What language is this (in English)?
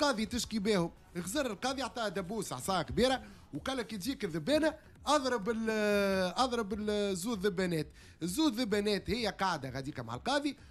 Tunisian Arabic